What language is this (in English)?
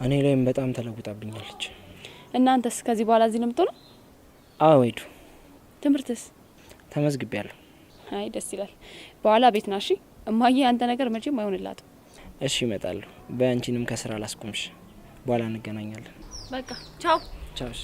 Amharic